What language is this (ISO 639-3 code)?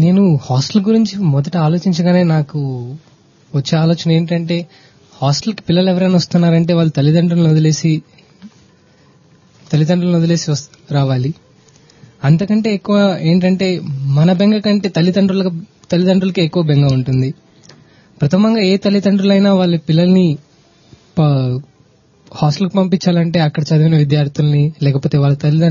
tel